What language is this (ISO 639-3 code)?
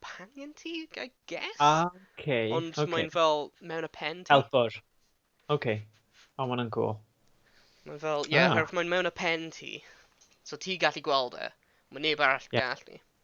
cym